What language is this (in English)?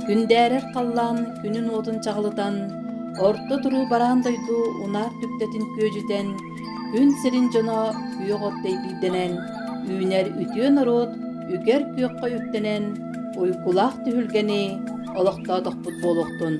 Yakut